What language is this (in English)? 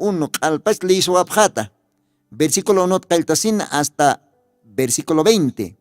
Aymara